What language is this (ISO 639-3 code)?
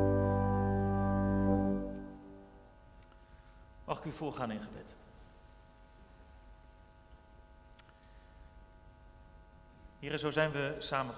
nld